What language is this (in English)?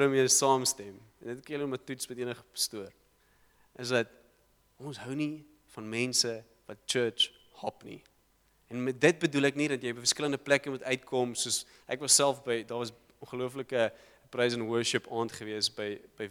Afrikaans